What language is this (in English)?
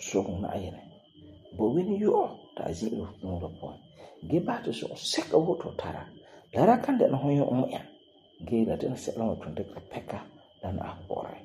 Frafra